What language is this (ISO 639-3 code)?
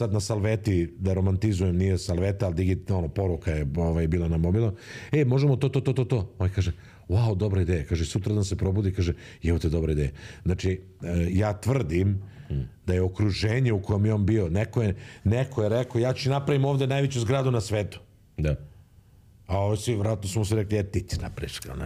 srp